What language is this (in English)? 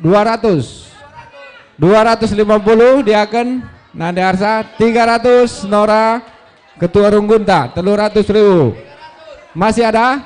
Batak Karo